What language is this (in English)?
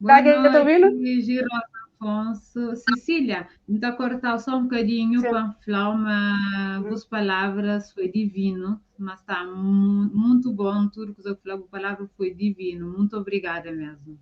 Kabuverdianu